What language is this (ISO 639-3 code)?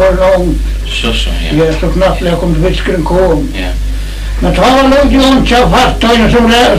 fao